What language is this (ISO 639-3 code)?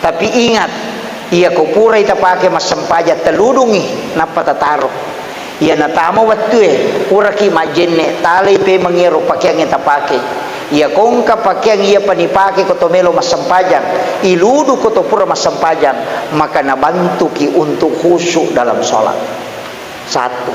bug